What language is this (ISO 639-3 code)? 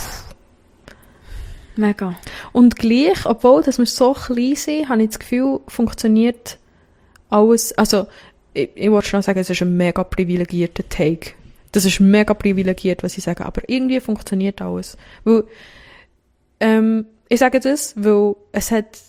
deu